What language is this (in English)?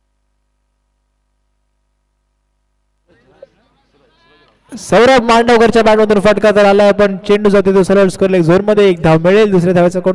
Marathi